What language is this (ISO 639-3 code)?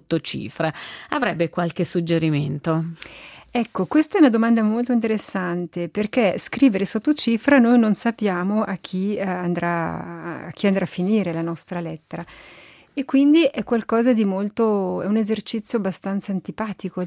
ita